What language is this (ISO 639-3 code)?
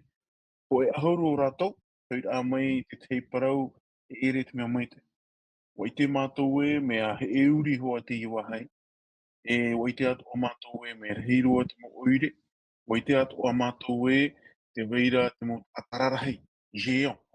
tah